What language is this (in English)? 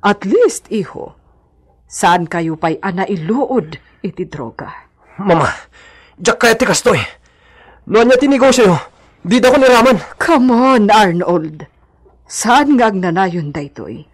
Iloko